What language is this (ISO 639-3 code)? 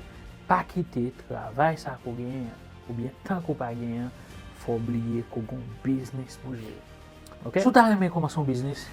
hat